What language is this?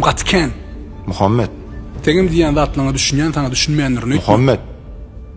Turkmen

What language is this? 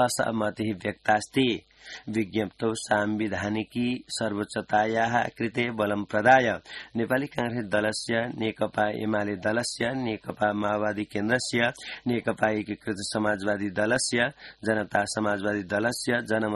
Sanskrit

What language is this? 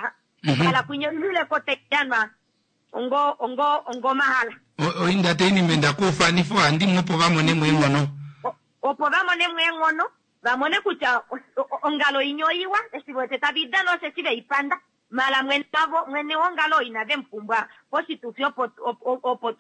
Kuanyama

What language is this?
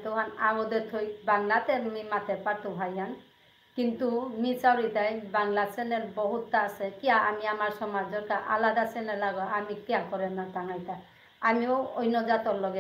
Bishnupriya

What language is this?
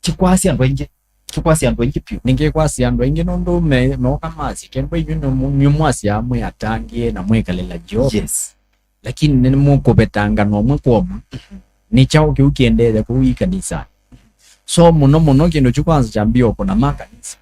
Kamba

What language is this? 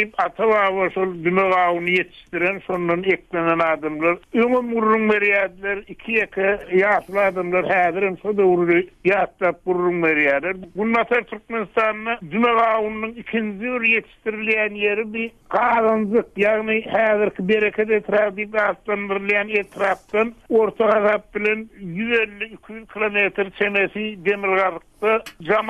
Turkmen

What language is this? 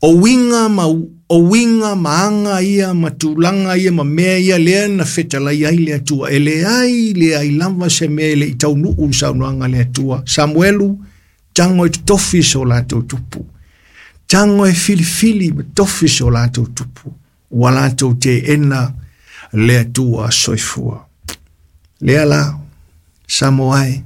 Samoan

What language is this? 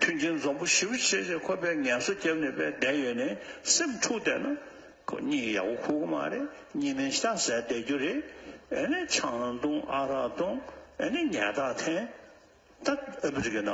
Tibetan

